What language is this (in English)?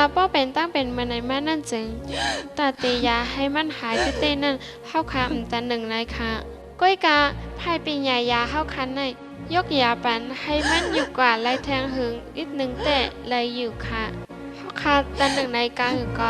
Shan